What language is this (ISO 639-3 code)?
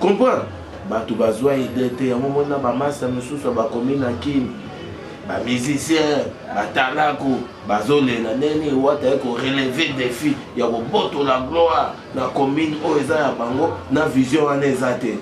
lin